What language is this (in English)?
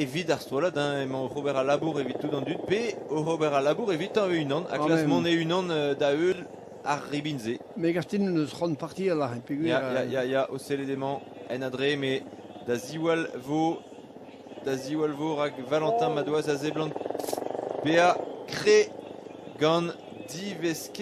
Breton